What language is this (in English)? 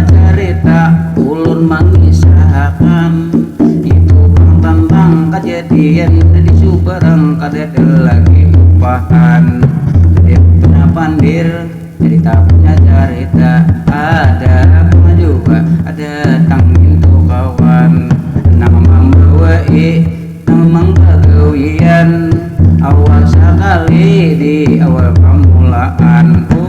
Banjar